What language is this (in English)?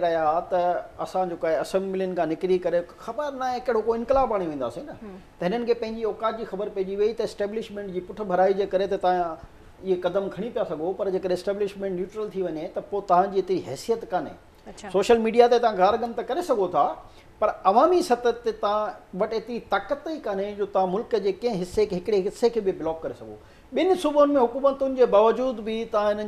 Sindhi